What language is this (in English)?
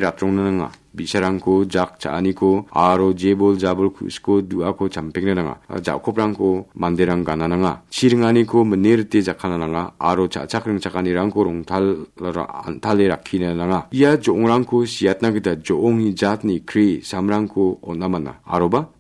Garo